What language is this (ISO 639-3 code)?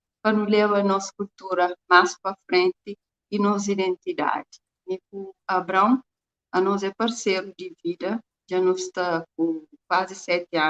kea